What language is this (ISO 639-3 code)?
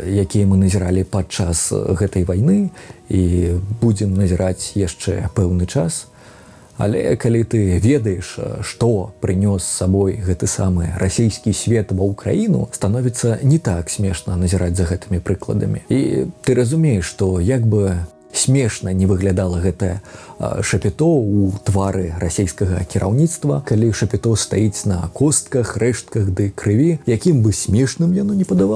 bel